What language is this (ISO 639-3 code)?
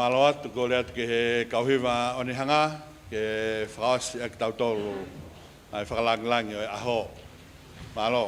ton